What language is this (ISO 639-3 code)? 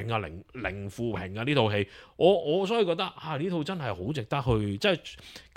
yue